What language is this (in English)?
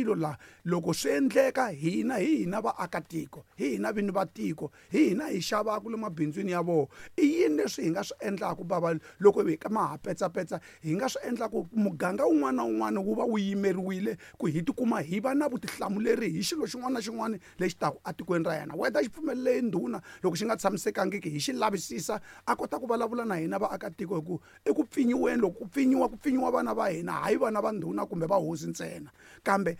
Tsonga